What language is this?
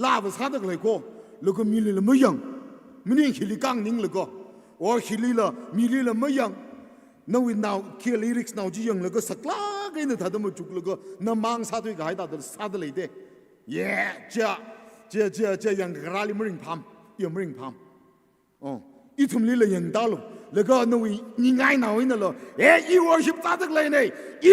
Tangkhul Naga (India)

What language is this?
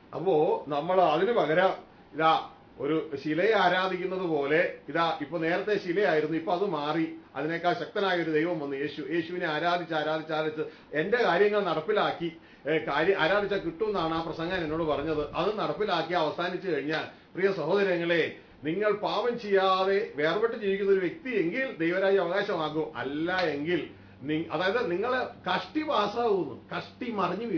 Malayalam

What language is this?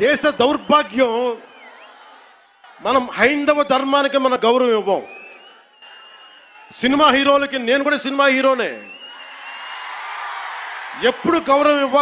Telugu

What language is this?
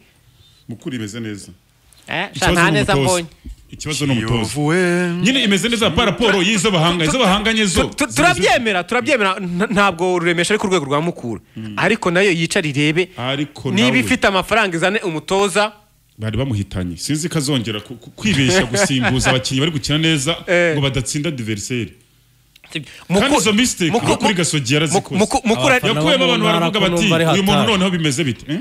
Kinyarwanda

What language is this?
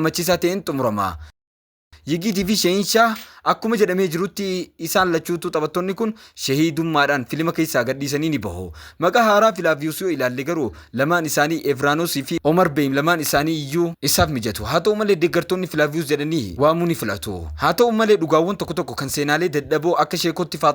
Oromo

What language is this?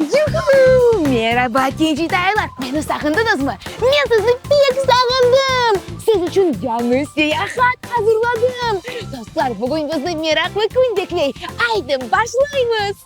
Crimean Tatar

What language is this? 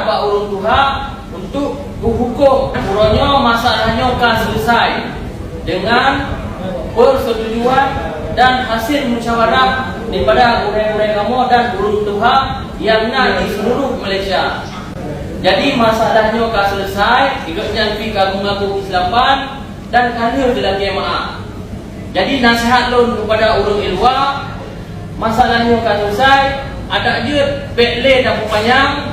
Achinese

